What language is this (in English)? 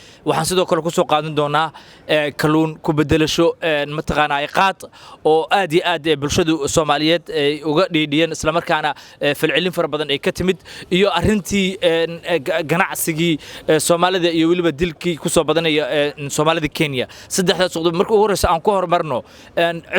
Somali